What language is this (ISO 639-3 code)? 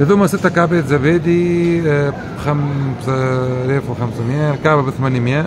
aeb